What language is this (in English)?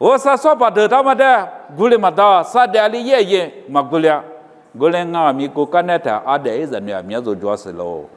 Lisu